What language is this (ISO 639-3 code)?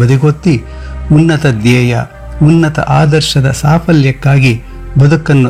kan